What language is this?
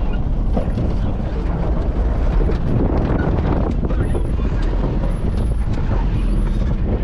Swahili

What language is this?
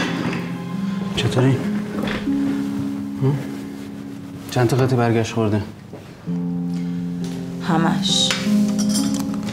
Persian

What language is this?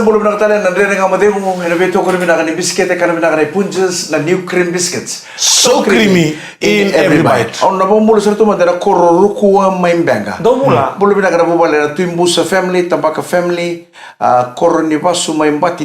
Fijian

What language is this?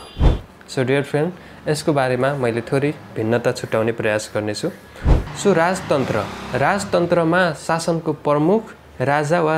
Nepali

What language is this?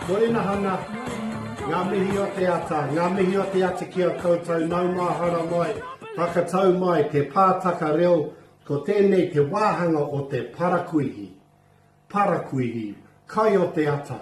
Māori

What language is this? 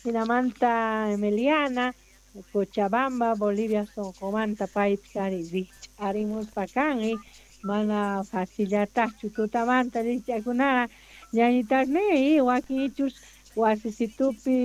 South Bolivian Quechua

